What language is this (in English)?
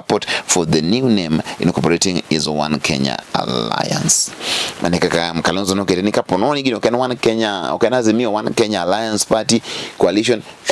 Luo (Kenya and Tanzania)